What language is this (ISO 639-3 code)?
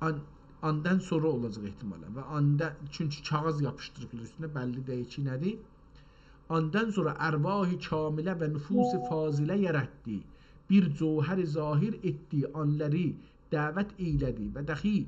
azb